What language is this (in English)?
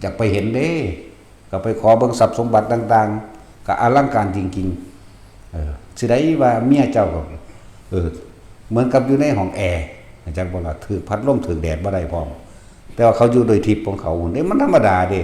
Northeastern Thai